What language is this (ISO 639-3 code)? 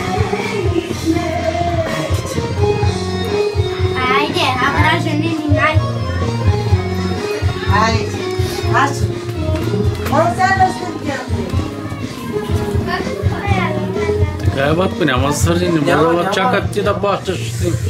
bul